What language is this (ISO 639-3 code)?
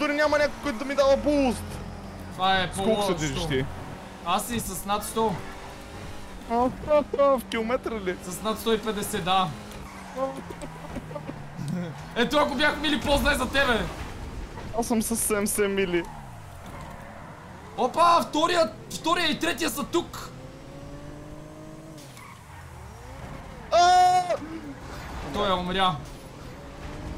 bul